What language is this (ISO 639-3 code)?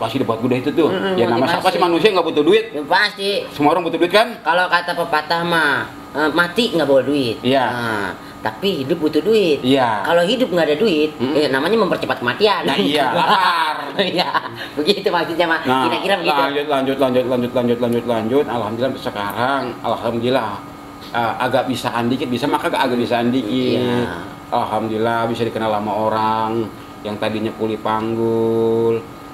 bew